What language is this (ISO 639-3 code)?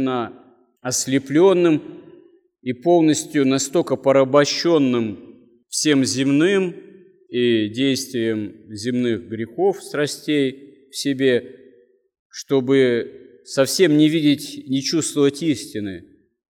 rus